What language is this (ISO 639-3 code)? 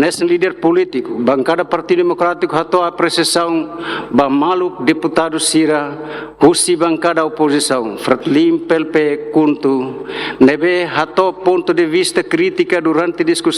tet